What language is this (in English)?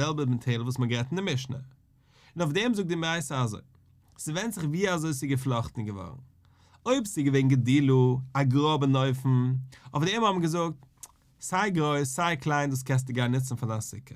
Yiddish